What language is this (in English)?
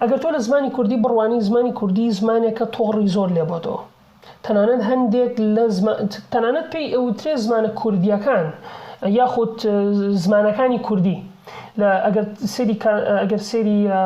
Central Kurdish